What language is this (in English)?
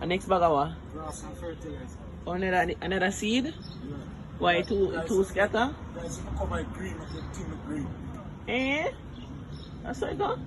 Jamaican Creole English